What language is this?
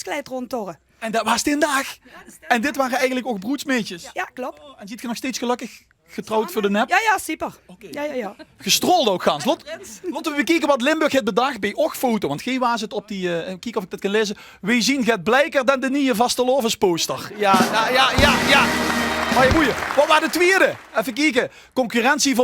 Limburgish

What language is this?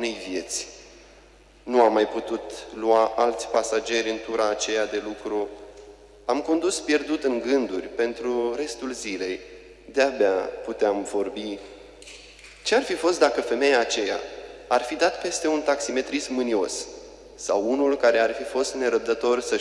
Romanian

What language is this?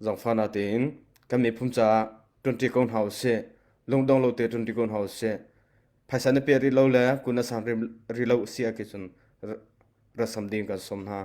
Hakha Chin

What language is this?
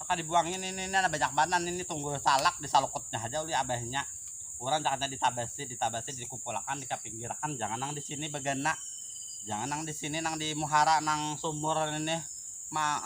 Banjar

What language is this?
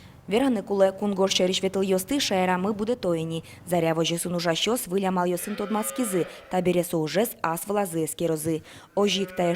Udmurt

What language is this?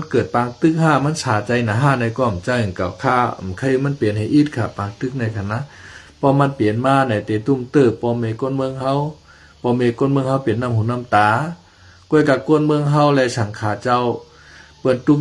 Shan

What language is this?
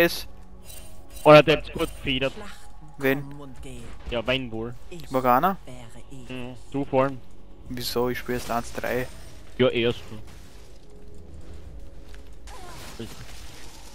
German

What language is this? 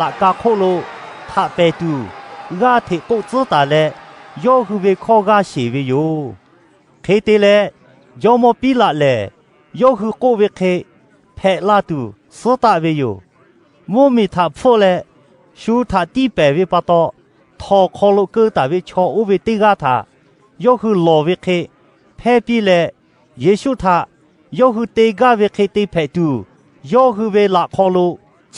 Lahu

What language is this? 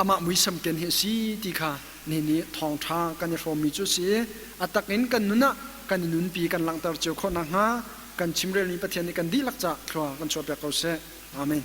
Hakha Chin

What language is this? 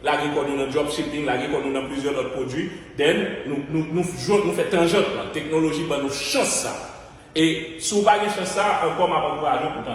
Haitian Creole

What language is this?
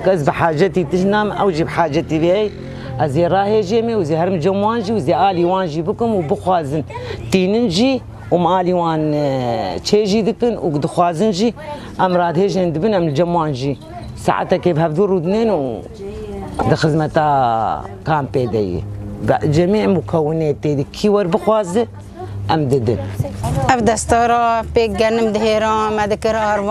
Kurdish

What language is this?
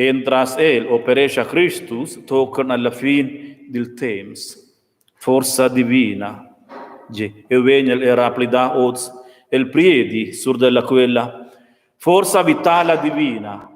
Romansh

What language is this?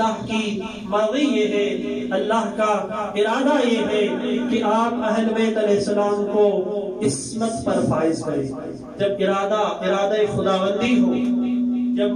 Urdu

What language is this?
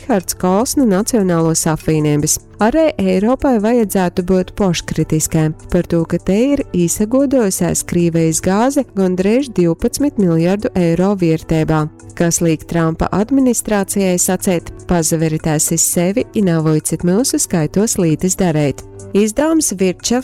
Latgalian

